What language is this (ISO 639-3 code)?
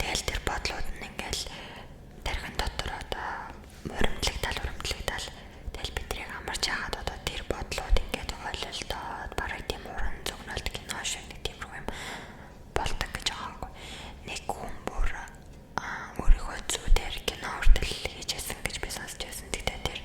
mon